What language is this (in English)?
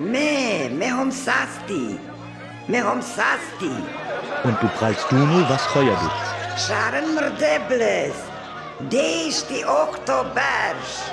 Sinte Romani